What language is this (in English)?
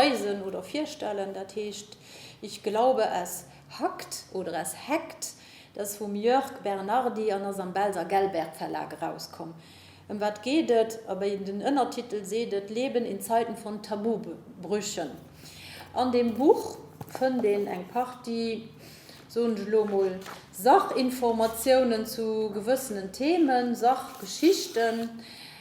Luxembourgish